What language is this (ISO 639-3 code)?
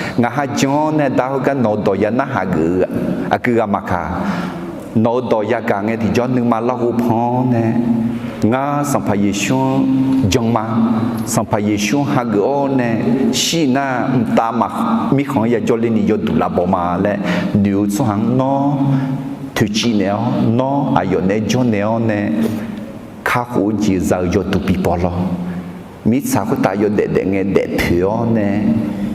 ahk